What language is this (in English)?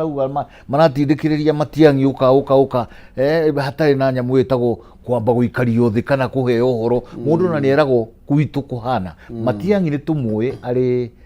Kikuyu